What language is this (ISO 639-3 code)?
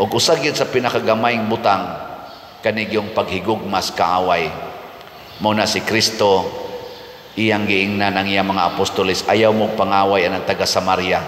ceb